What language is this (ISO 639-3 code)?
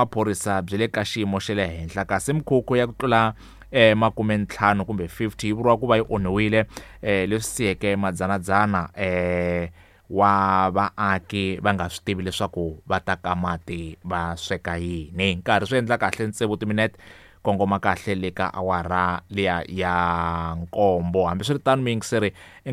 tso